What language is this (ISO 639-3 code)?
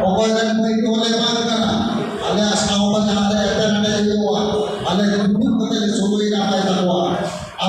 sat